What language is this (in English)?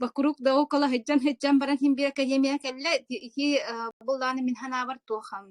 Yakut